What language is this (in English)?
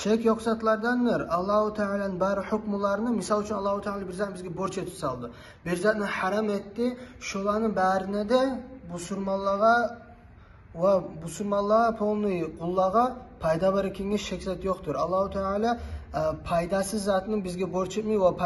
Kumyk